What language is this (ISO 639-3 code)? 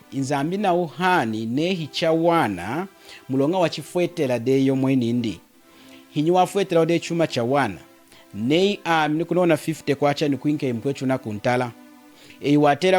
lun